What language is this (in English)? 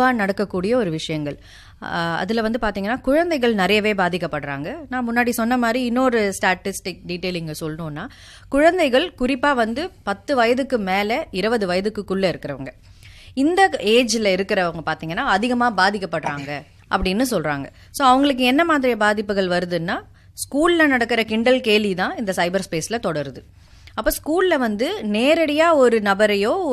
Tamil